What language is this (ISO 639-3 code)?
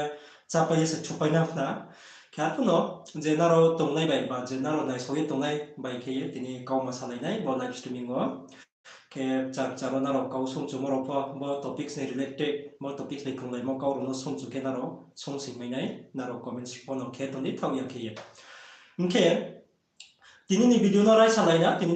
ria